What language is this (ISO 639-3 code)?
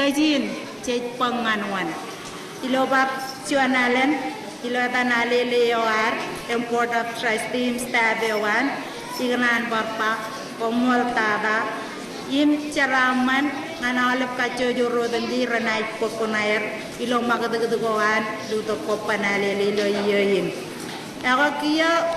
mah